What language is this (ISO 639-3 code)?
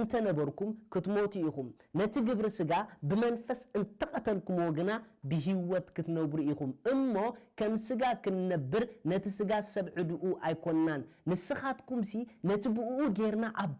tir